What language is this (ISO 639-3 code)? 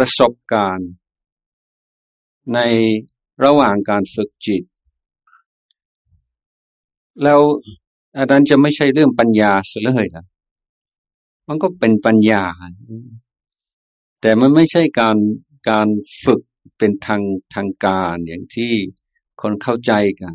tha